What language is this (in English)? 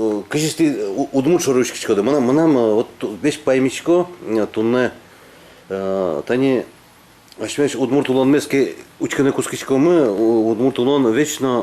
Udmurt